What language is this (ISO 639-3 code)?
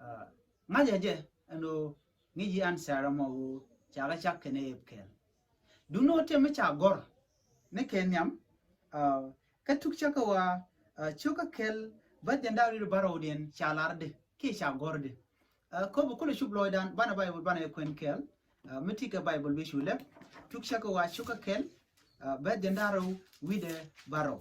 nus